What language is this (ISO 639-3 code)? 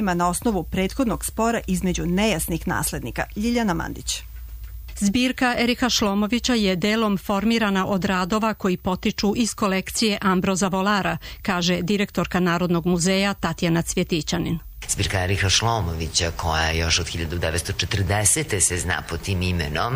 srp